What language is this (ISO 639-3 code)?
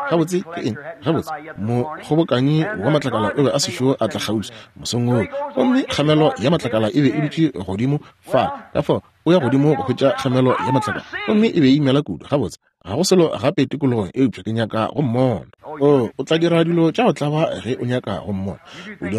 nso